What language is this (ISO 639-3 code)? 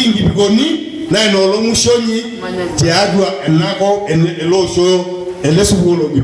mas